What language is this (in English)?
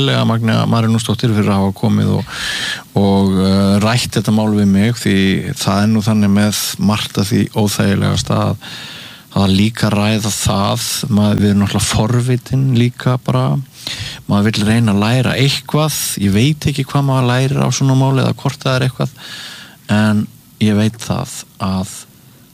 Icelandic